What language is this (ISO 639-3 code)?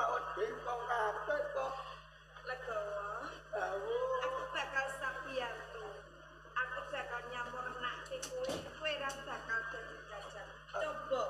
jav